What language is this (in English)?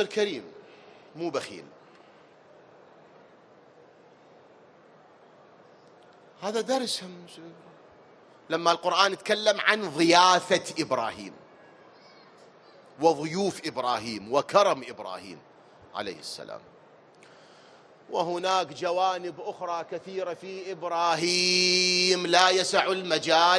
Arabic